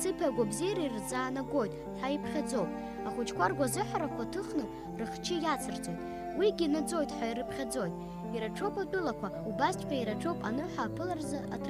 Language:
Abkhazian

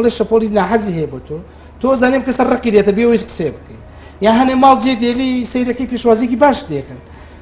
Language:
Central Kurdish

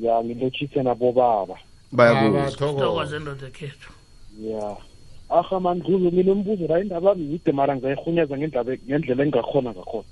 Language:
South Ndebele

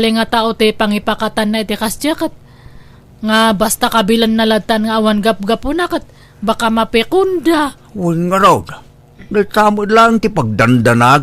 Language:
Iloko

